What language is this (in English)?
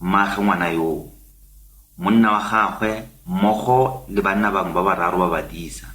Tswana